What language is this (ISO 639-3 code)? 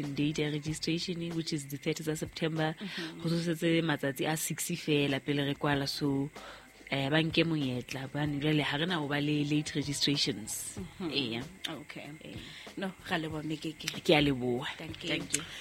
sot